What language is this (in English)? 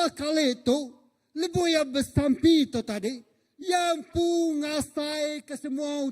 Iban